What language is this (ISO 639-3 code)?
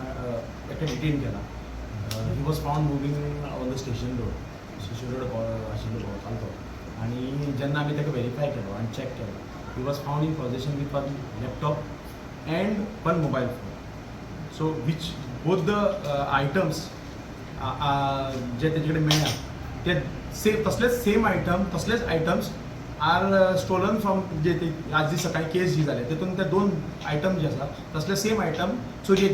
kok